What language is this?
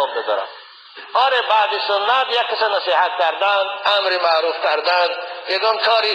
Tajik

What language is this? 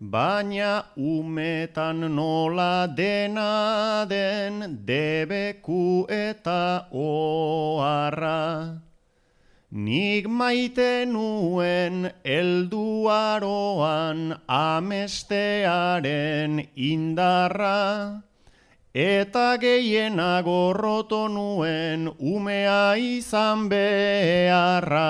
Basque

